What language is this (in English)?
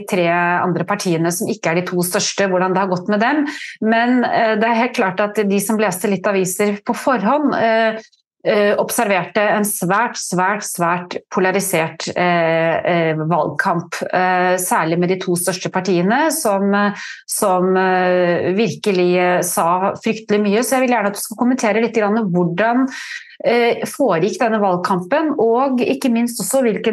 Norwegian